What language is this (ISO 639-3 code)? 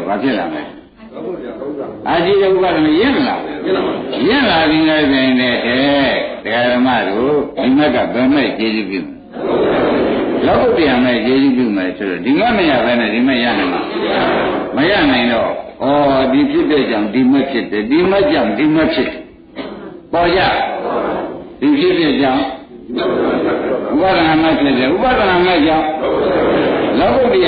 mya